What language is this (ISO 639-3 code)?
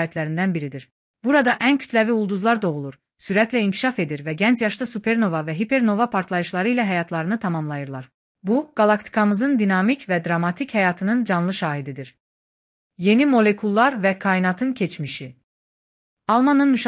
aze